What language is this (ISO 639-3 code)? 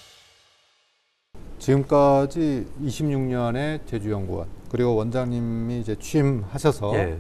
kor